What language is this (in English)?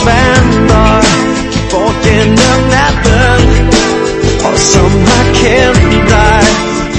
Danish